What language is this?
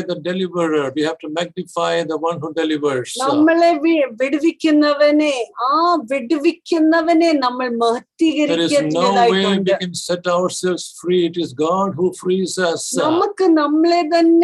Malayalam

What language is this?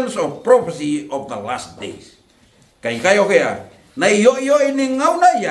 Fijian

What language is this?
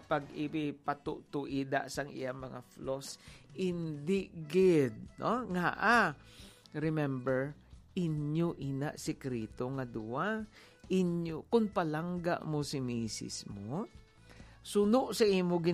Hiligaynon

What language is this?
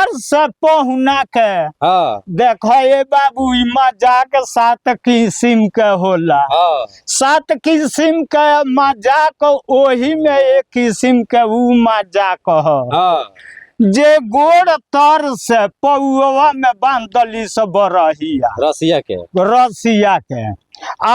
Bhojpuri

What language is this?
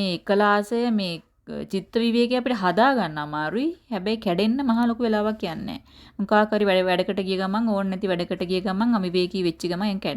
Sinhala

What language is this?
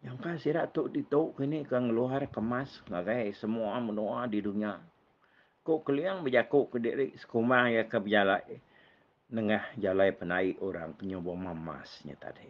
Iban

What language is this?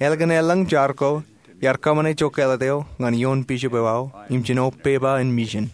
Marshallese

